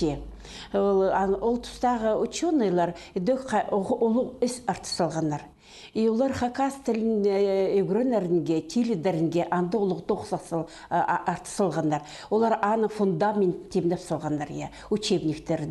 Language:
Khakas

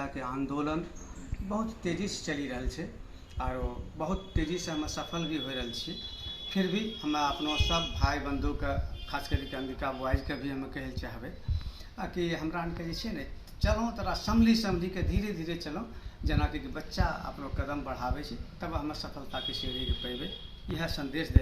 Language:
Angika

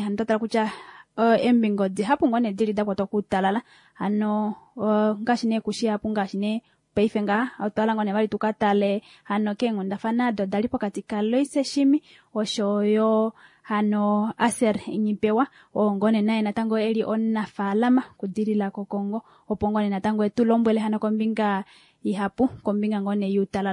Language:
Kuanyama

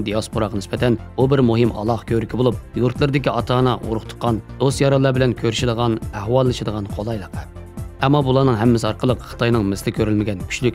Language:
Uyghur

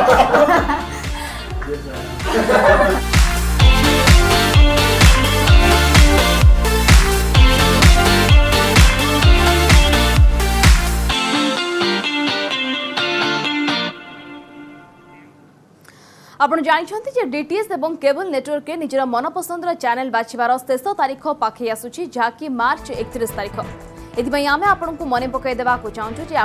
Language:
Odia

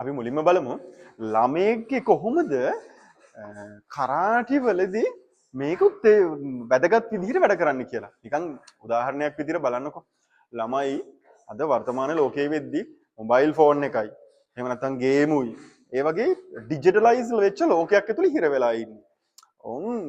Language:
Sinhala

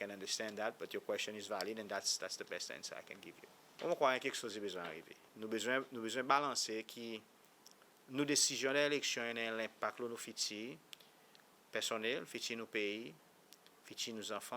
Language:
Seselwa Creole French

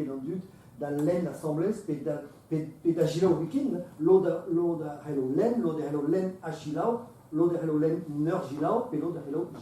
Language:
Breton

